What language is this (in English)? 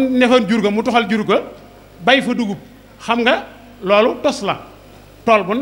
Wolof